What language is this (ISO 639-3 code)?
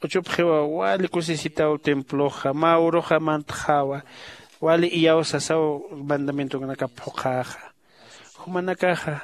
aym